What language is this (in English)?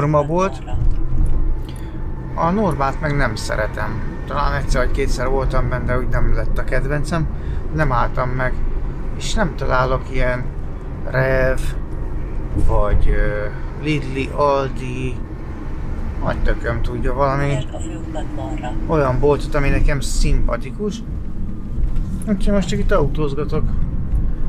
Hungarian